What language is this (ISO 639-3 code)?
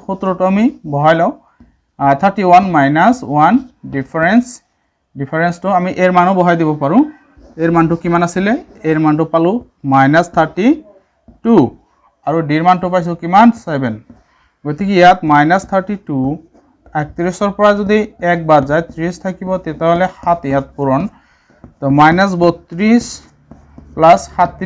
asm